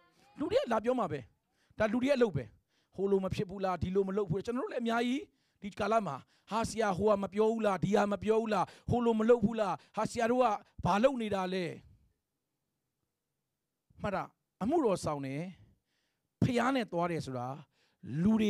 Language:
Burmese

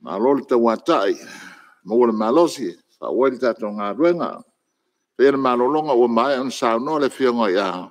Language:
Samoan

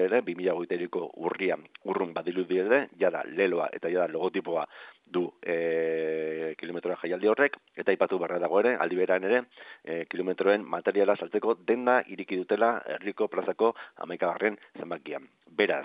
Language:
Basque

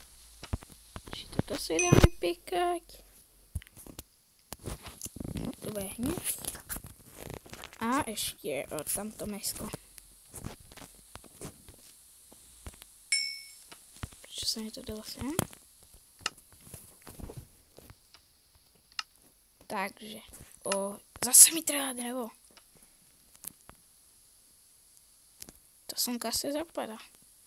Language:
Slovak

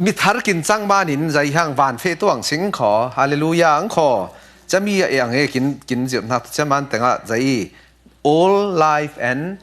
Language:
Falam Chin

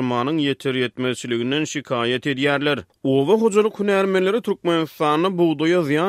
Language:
Turkmen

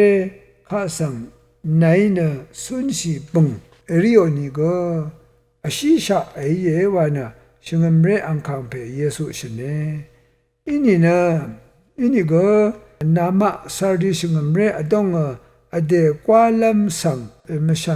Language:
Rawang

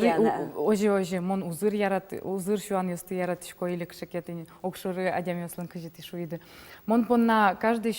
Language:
Udmurt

